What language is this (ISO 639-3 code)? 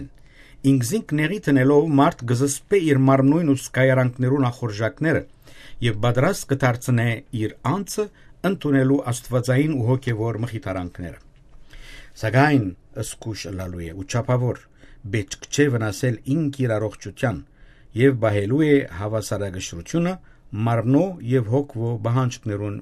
hyw